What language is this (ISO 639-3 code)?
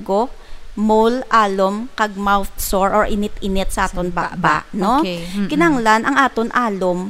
hil